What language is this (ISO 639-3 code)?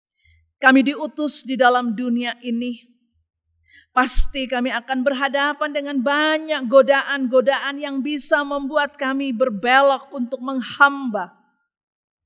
ind